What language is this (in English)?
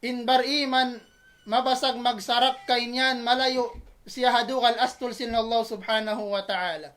Tausug